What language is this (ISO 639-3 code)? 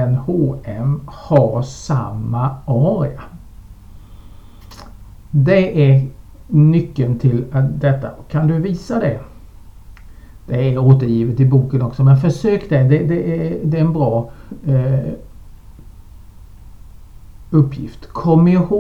swe